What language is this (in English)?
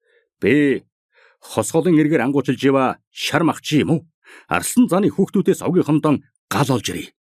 Mongolian